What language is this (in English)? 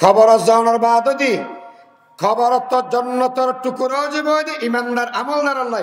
Rohingya